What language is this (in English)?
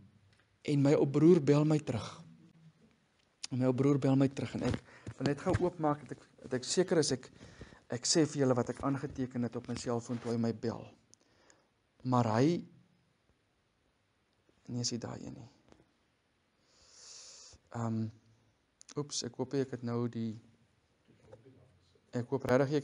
Afrikaans